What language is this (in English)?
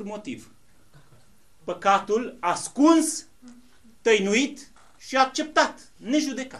Romanian